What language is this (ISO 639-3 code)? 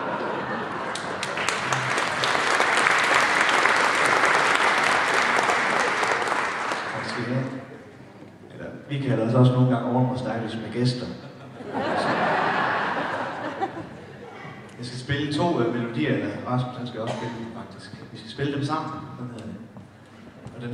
dan